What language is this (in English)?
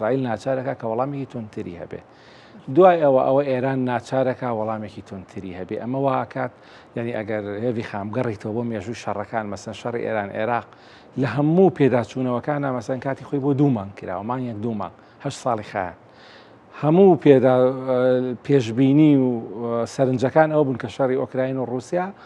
Central Kurdish